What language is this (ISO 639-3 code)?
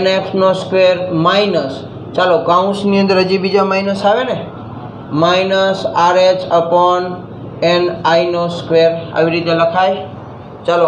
guj